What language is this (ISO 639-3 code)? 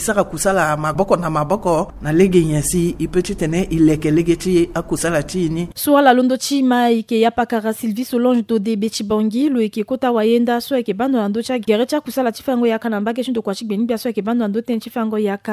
sag